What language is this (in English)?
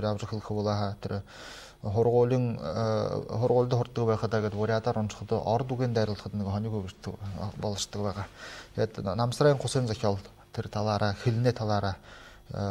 Buriat